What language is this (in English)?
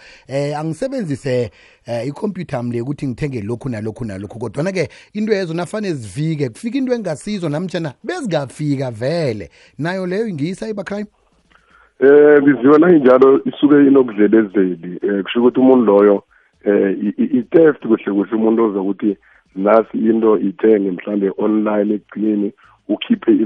South Ndebele